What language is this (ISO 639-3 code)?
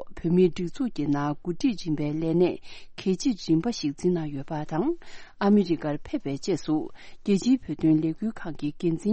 bod